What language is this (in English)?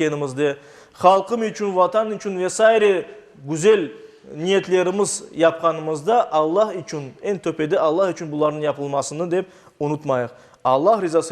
Crimean Tatar